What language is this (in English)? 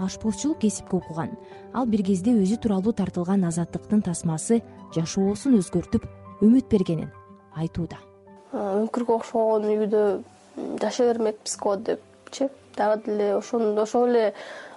Kyrgyz